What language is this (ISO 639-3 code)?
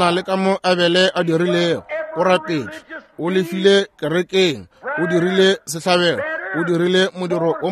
nso